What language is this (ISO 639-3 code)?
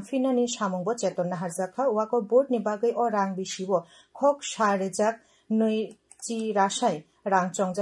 trp